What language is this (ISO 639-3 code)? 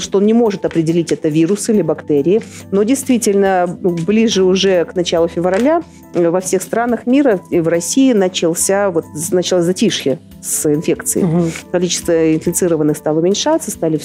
rus